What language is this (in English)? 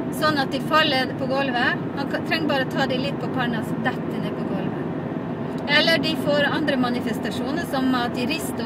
Norwegian